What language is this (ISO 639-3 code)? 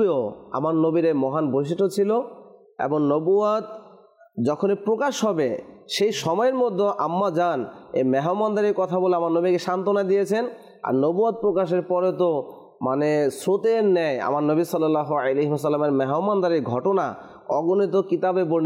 ben